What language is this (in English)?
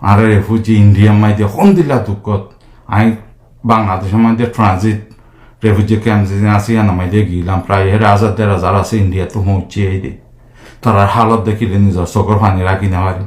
Rohingya